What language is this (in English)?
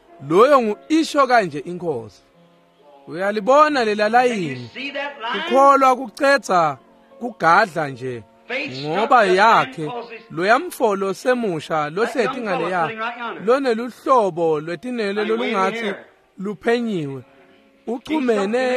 Swati